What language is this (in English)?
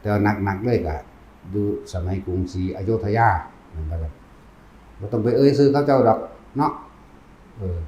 Northeastern Thai